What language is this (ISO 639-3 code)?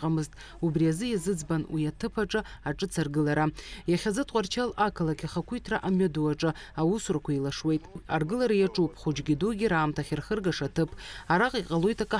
abk